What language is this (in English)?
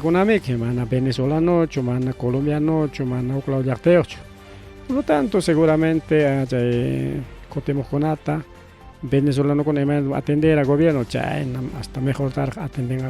Ayacucho Quechua